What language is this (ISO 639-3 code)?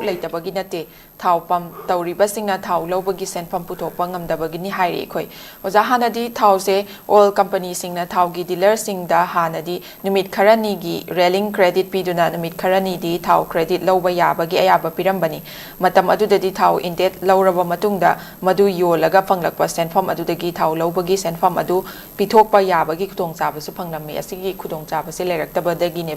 mni